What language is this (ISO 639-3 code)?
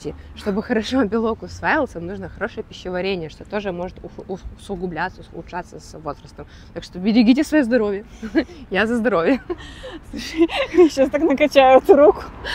rus